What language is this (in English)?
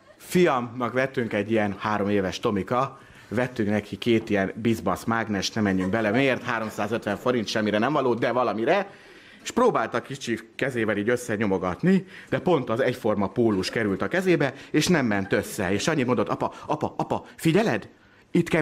Hungarian